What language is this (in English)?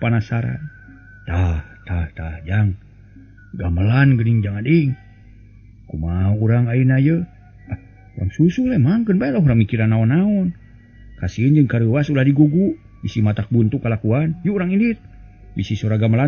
Sundanese